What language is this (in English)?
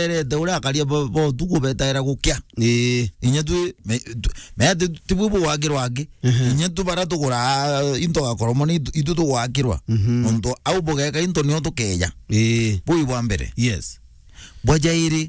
Meru